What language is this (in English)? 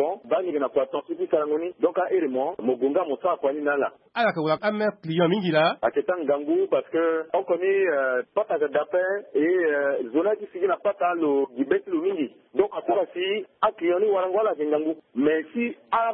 Sango